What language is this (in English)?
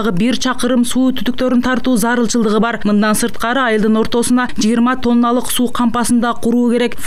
Kyrgyz